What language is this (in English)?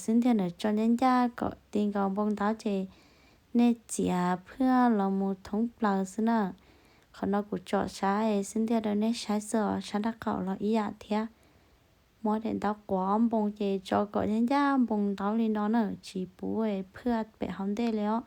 Hmong